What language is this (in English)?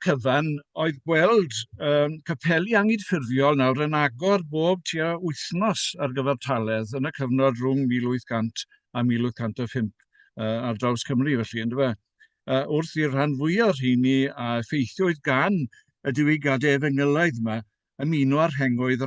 Welsh